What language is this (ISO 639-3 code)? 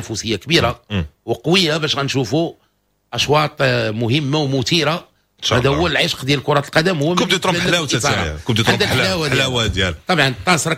ary